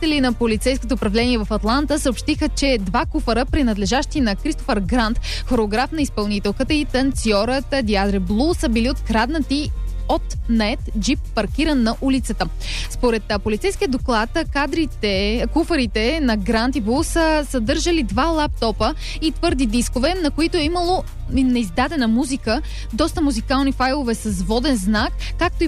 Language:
Bulgarian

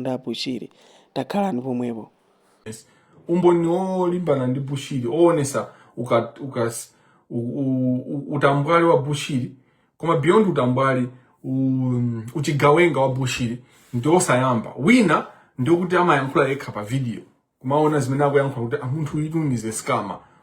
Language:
Nyanja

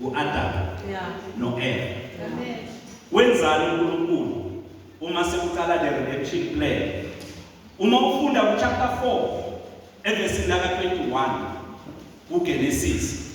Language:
Zulu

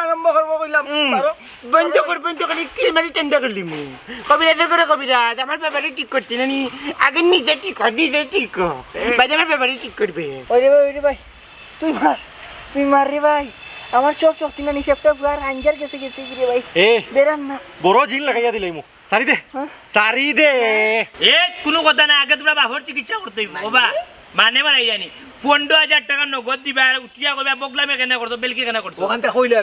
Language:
Sylheti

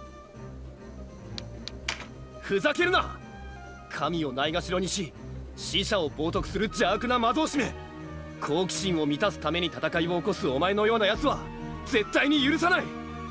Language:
Japanese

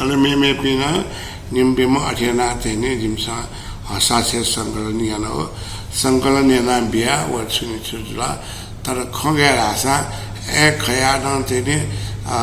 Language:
Newari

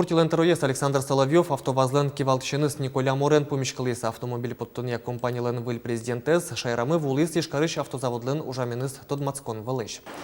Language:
Udmurt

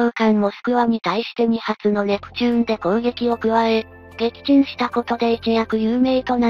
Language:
Japanese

